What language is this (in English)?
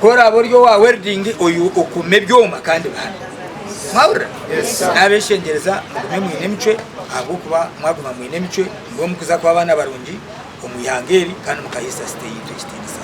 Nyankole